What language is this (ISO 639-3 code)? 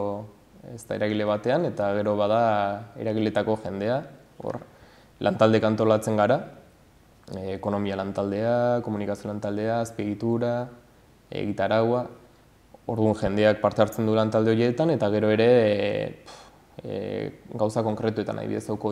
eus